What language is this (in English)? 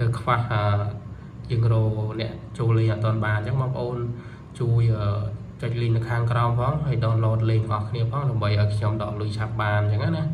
Khmer